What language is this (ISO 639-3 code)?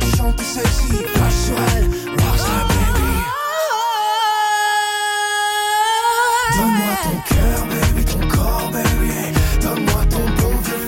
fra